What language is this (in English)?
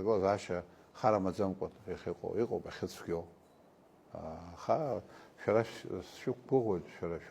Abkhazian